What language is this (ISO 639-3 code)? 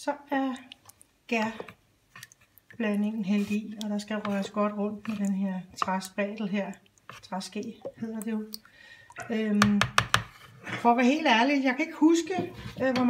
dan